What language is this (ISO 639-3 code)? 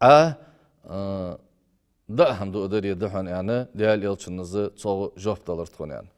inh